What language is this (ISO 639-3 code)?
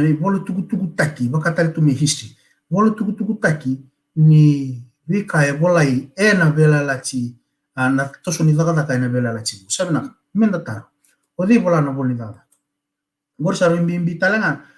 fij